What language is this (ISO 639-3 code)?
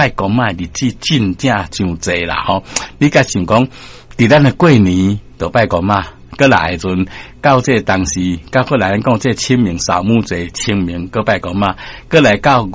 nan